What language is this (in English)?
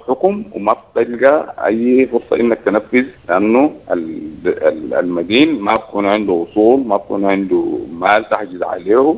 Sudanese Arabic